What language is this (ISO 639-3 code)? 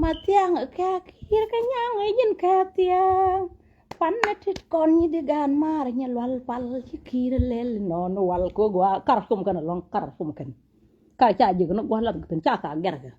nus